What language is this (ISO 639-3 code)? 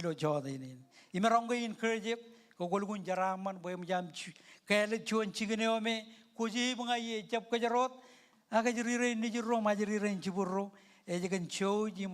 mah